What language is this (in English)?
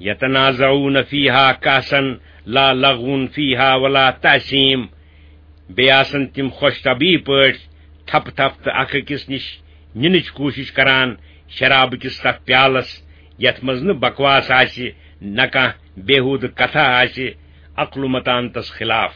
Kashmiri